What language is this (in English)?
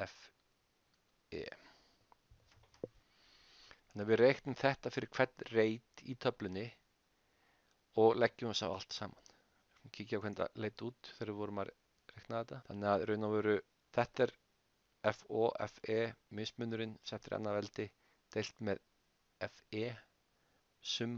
Icelandic